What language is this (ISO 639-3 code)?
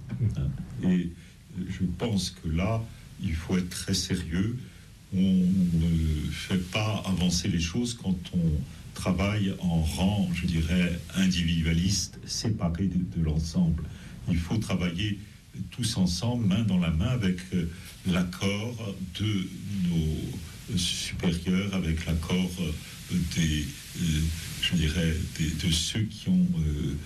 fra